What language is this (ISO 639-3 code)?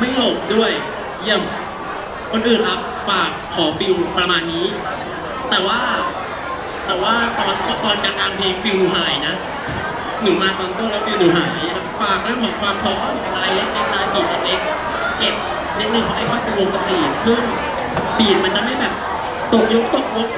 tha